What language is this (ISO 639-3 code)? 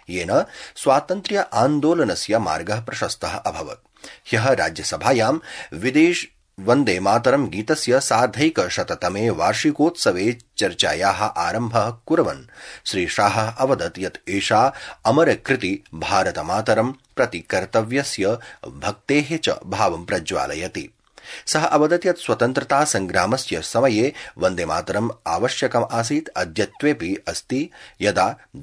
san